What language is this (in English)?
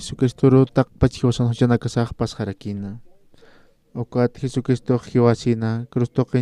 Aymara